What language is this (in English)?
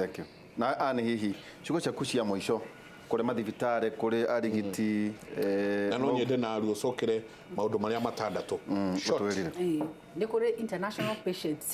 Kikuyu